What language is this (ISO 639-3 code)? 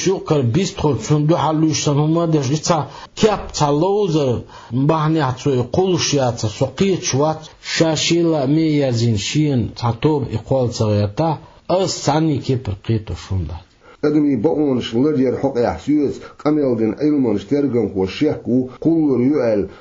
che